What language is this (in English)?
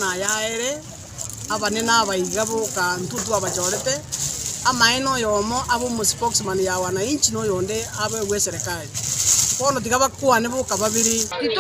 Gusii